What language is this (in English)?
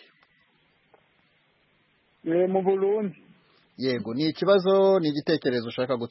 Kinyarwanda